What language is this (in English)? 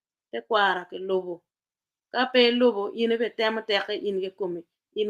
Acoli